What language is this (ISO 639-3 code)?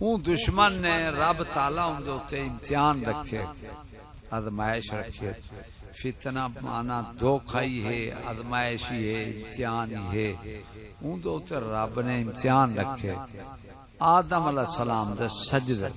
skr